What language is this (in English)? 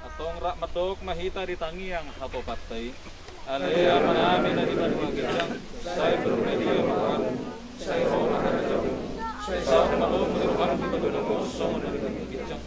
Batak Toba